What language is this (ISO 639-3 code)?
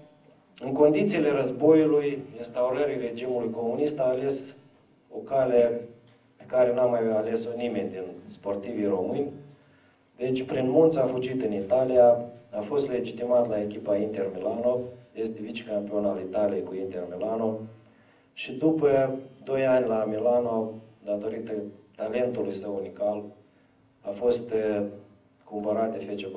ron